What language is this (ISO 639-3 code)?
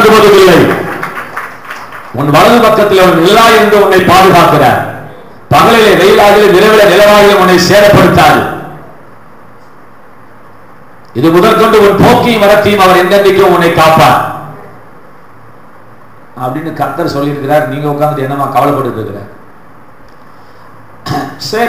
tam